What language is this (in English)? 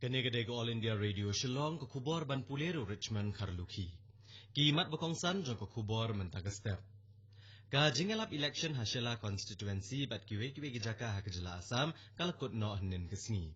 Khasi